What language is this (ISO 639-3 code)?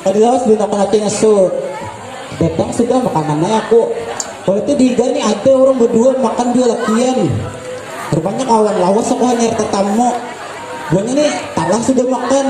bjn